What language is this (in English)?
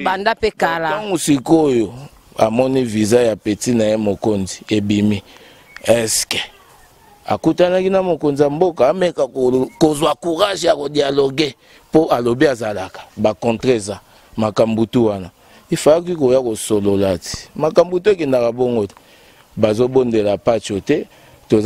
Lingala